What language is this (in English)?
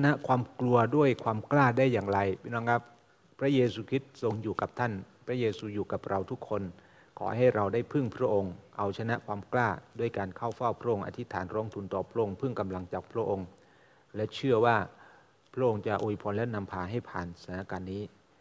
Thai